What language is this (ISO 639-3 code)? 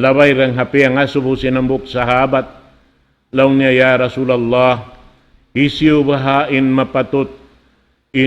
tsg